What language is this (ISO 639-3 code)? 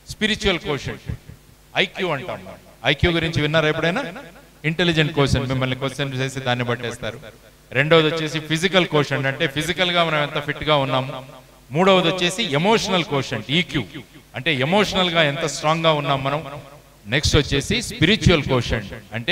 tel